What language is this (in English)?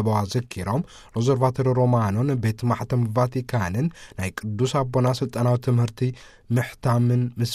Tigrinya